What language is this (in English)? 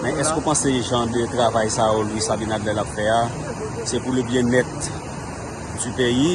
Haitian Creole